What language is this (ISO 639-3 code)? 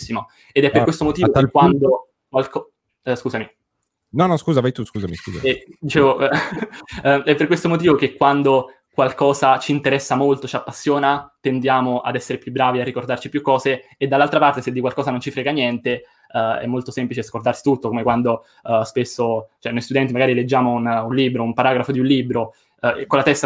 ita